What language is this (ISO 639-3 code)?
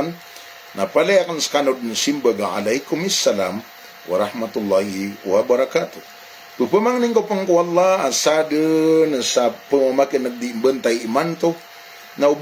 mrw